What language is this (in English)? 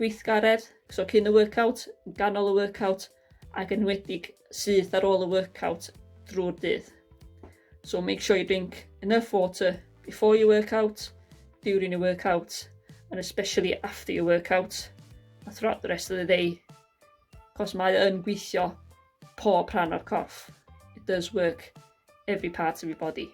Welsh